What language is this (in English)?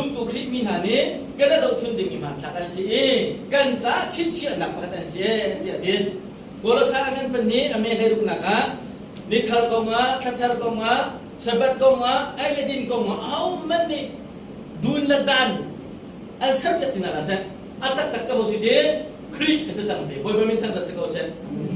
Hakha Chin